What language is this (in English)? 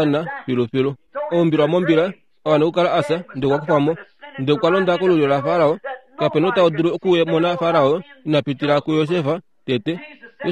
Kuanyama